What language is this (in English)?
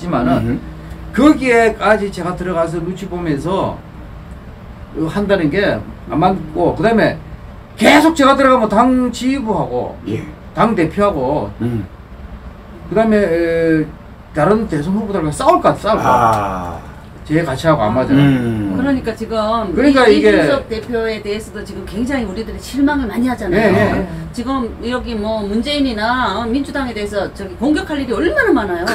Korean